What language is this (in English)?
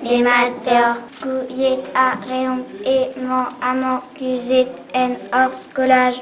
Breton